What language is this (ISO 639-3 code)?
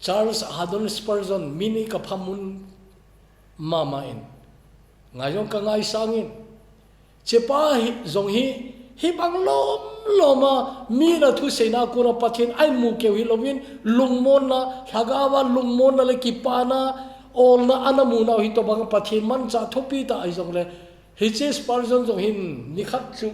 tcz